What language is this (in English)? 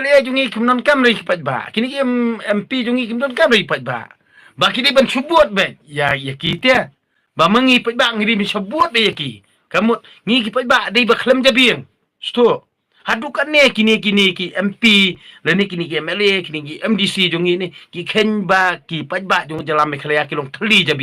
Khasi